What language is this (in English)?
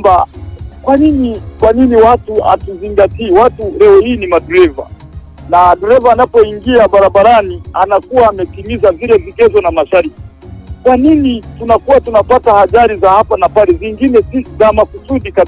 Swahili